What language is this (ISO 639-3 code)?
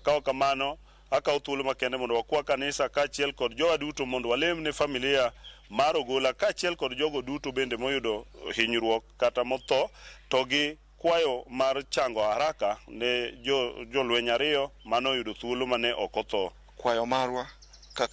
luo